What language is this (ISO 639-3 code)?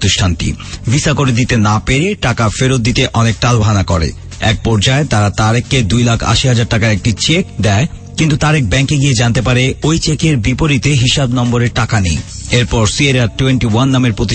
ben